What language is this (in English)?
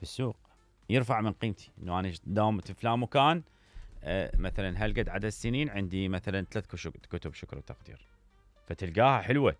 Mesopotamian Arabic